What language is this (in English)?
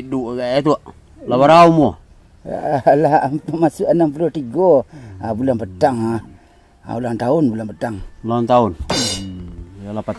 Minangkabau